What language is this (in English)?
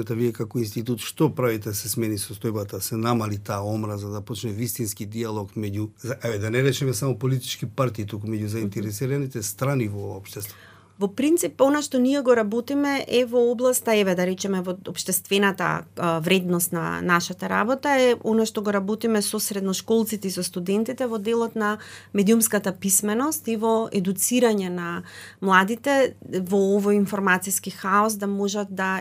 Macedonian